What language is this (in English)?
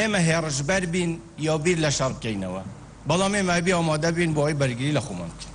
Kurdish